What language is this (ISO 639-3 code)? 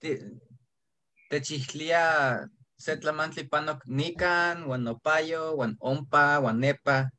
nhe